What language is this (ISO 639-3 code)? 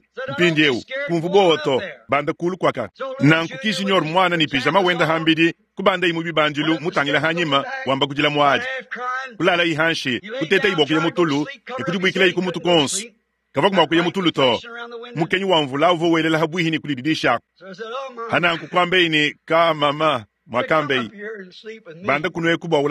lua